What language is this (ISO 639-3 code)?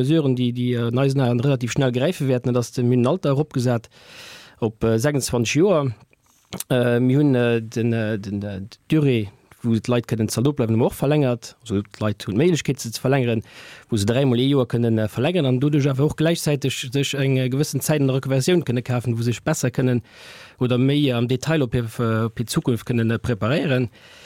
ltz